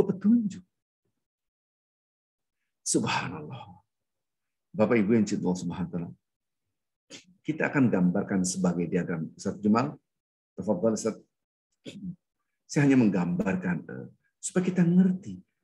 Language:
Indonesian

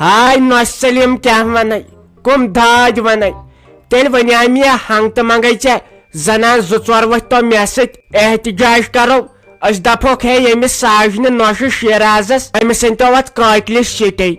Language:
Kashmiri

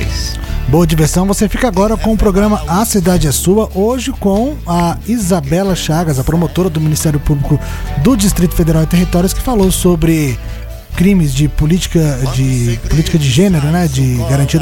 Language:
Portuguese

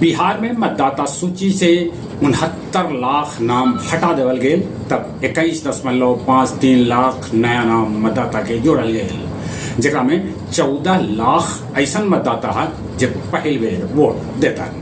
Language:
Magahi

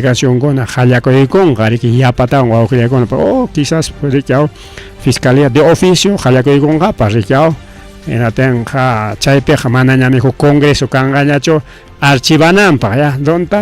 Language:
Ayacucho Quechua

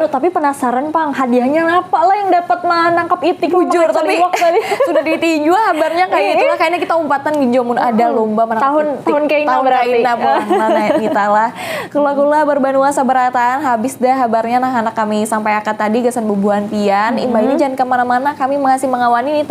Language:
Banjar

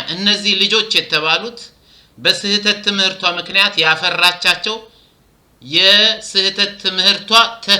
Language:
Amharic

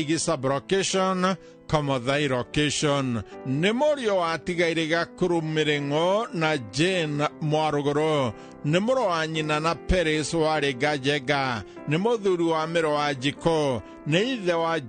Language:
Kikuyu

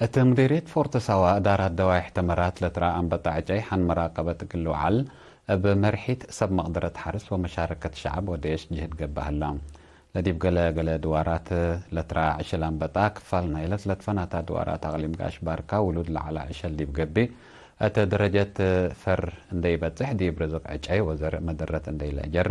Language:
Tigre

